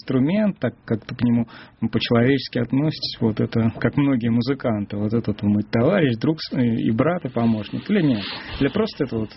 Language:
Russian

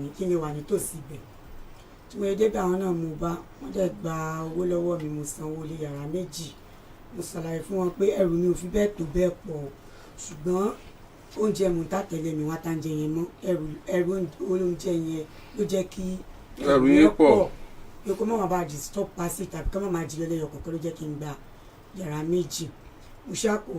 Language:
Yoruba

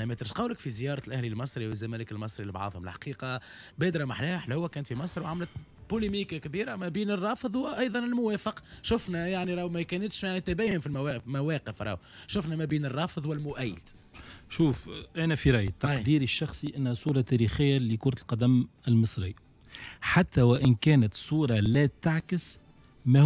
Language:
Tunisian Arabic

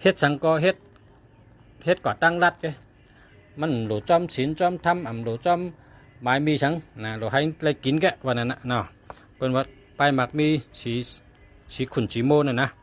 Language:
Shan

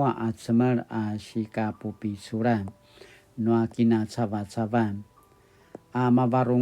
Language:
Paiwan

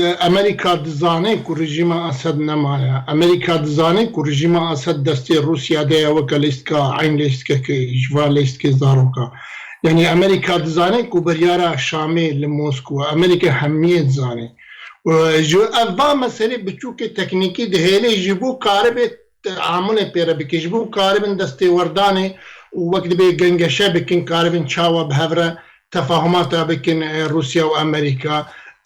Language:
Kurdish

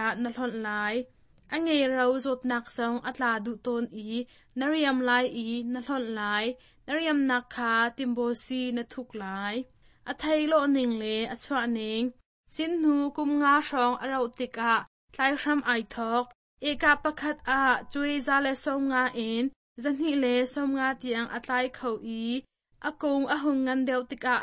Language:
Hakha Chin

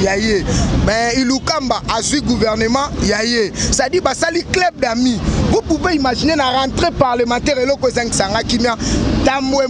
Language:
Lingala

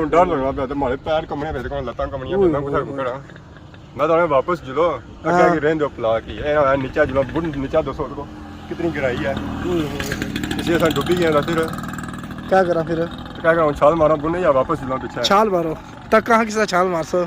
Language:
Pahari-Potwari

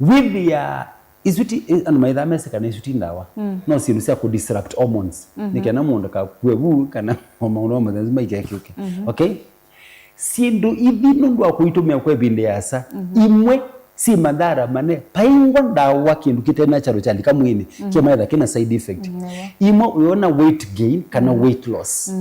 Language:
Kamba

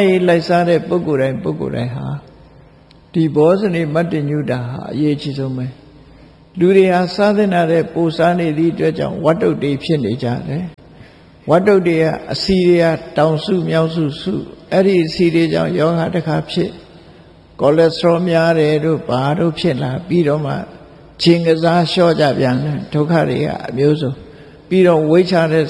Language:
Burmese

